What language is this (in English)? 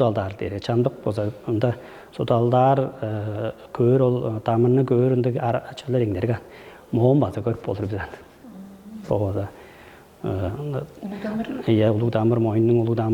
Tuvinian